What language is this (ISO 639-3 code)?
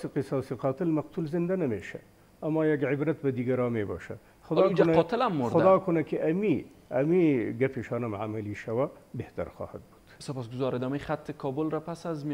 fas